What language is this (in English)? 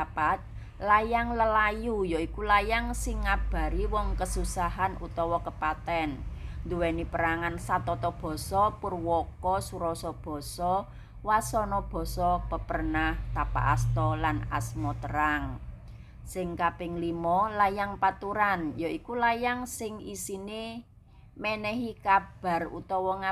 Javanese